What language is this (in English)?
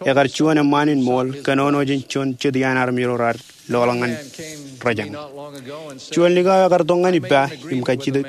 Marshallese